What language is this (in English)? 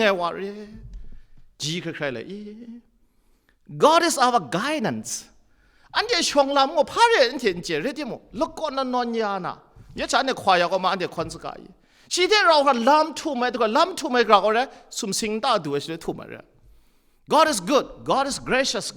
Kachin